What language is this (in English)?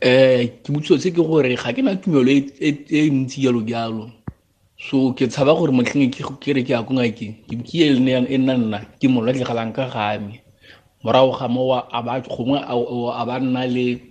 Tswana